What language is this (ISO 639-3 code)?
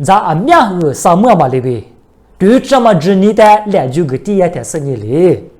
lis